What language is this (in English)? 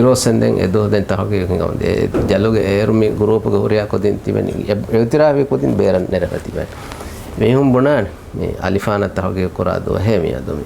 Divehi